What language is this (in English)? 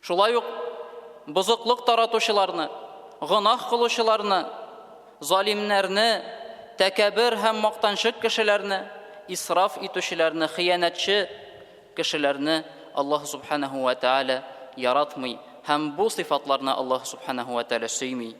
Tatar